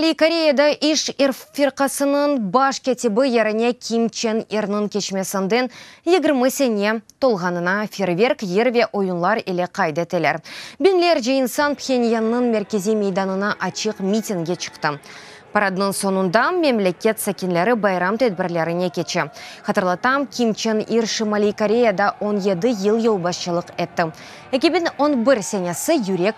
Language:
Crimean Tatar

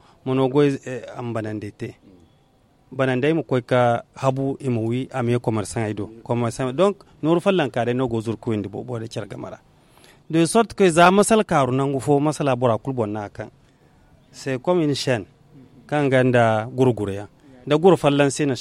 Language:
Zarma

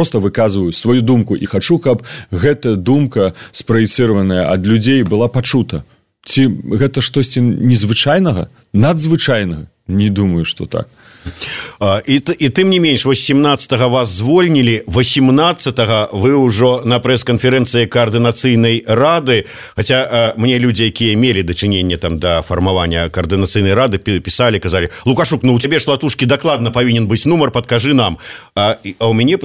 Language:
Belarusian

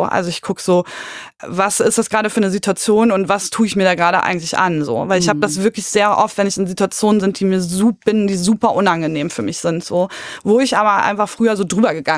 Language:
German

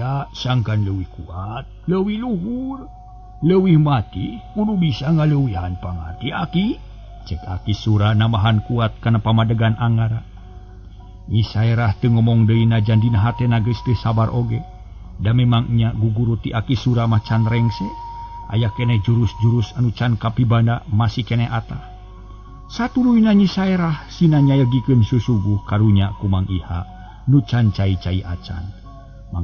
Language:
Sundanese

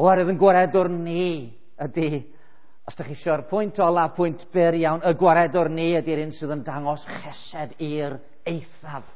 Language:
Welsh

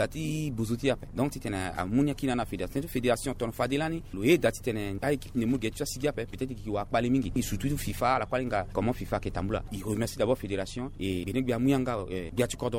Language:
Sango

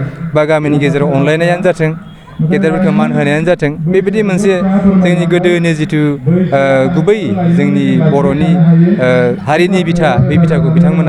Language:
Bodo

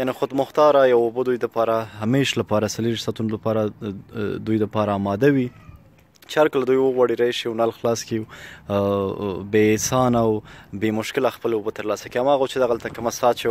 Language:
Pashto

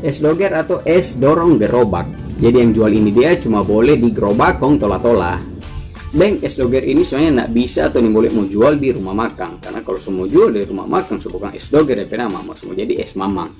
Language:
Manado Malay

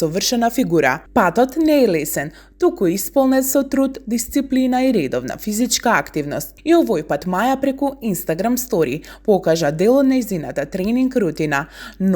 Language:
Macedonian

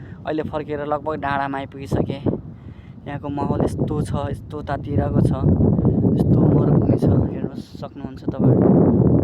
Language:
Nepali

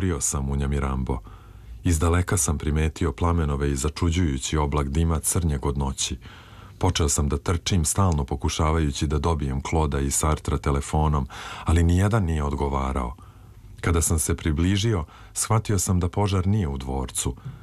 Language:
Serbian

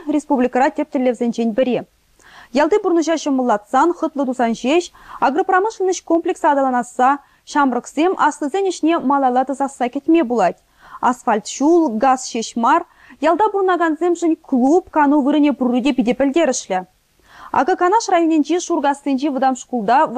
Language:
Chuvash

